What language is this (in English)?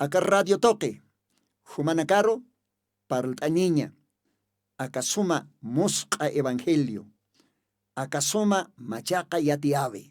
Aymara